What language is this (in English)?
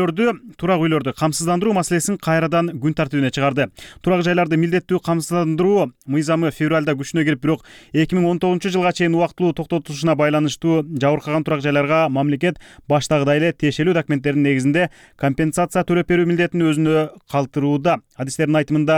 Kyrgyz